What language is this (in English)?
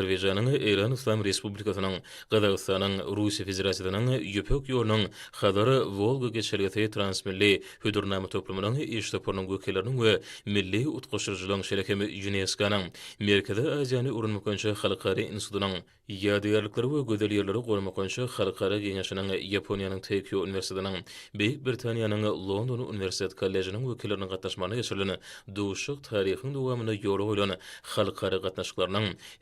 Turkmen